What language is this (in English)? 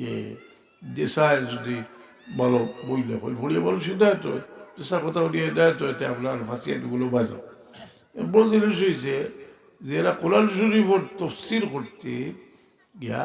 Sylheti